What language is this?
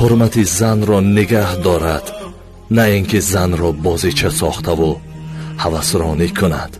Tajik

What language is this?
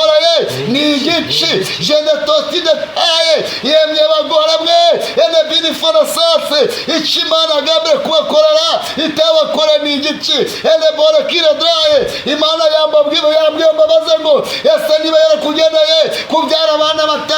Kinyarwanda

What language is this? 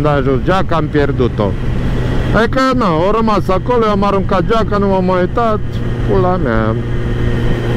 Romanian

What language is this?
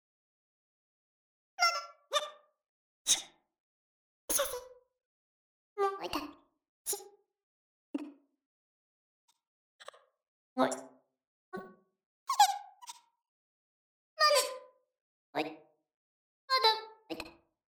Japanese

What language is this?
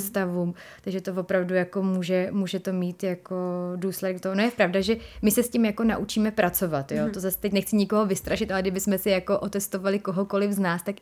Czech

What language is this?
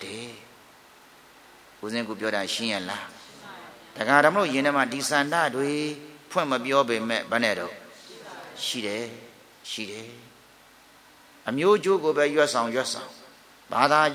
Burmese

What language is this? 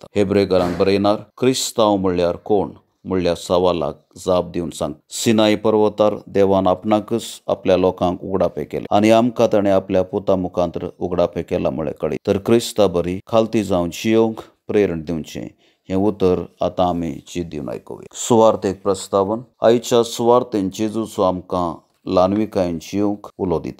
Konkani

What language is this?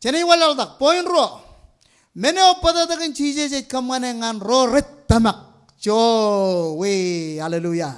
Marshallese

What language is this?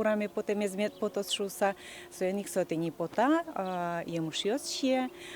Udmurt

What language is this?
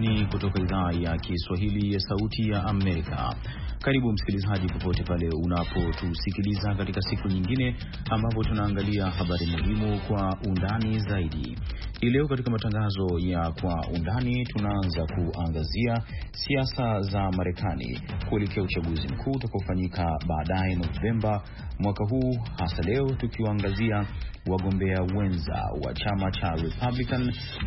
Swahili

